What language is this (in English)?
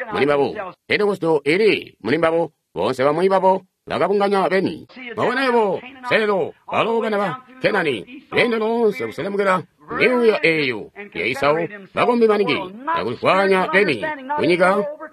Tonga (Zambia)